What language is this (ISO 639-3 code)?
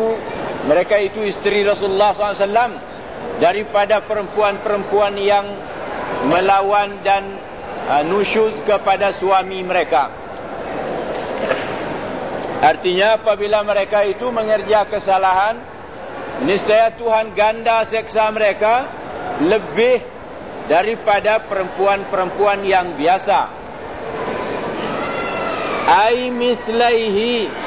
msa